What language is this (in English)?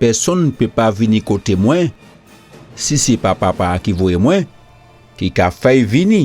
Guadeloupean Creole French